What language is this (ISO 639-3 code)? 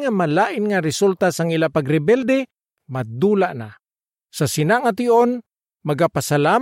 hil